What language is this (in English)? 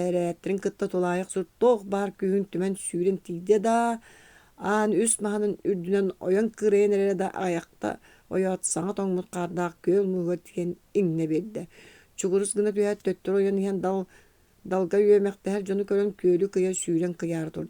Yakut